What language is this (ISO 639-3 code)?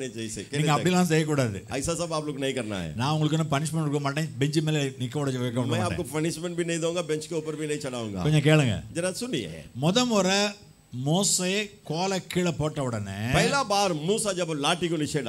tam